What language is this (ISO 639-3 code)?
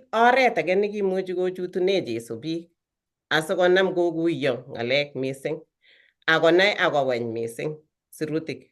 kln